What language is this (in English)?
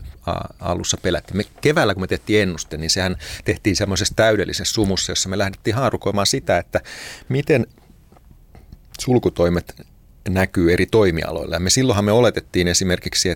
Finnish